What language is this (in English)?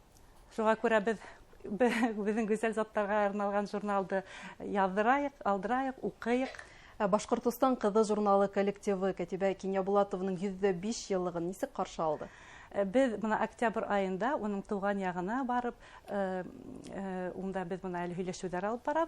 Bashkir